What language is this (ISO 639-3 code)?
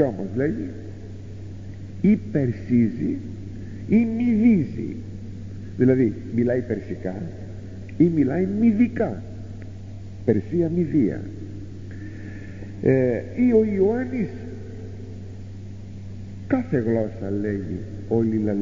ell